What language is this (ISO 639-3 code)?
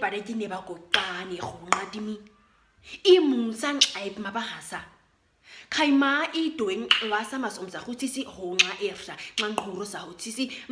naq